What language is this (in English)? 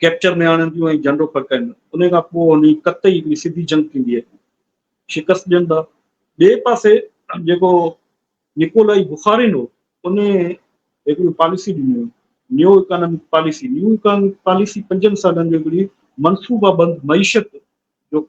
Sindhi